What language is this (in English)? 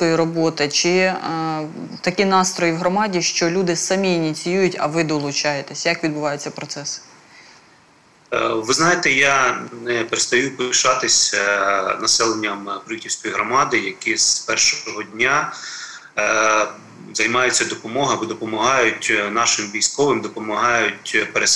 Ukrainian